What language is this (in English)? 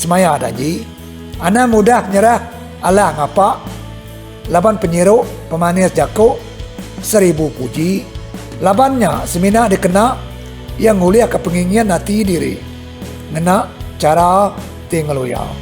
Iban